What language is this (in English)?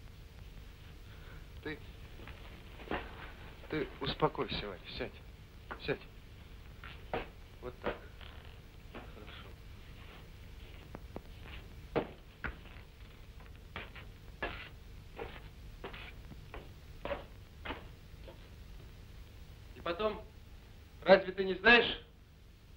Russian